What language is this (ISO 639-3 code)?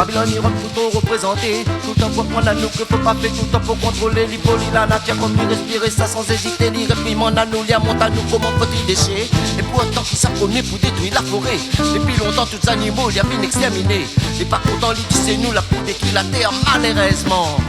rcf